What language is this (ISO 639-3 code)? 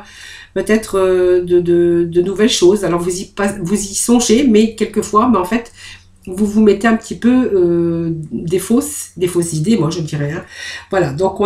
fra